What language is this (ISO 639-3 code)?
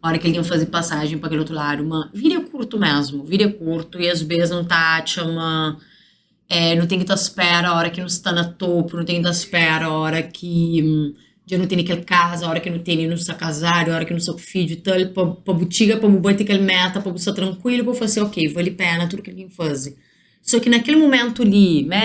kea